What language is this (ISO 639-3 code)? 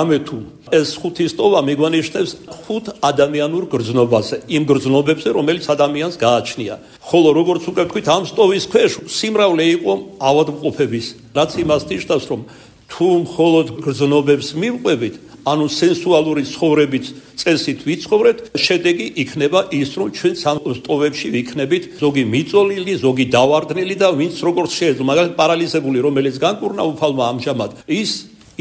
kat